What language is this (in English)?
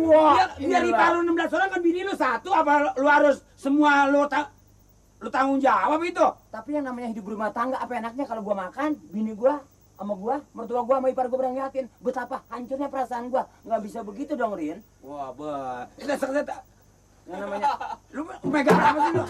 Betawi